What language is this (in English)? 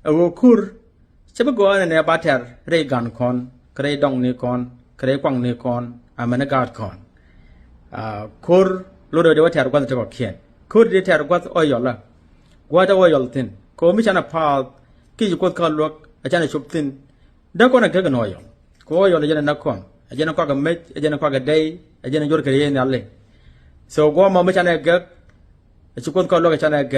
Nuer